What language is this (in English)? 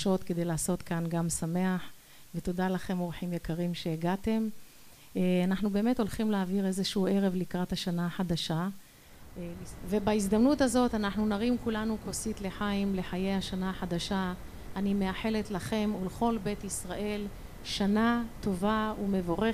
Hebrew